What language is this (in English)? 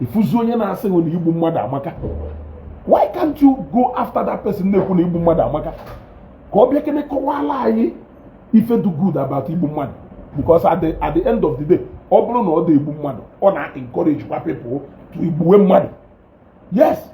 Igbo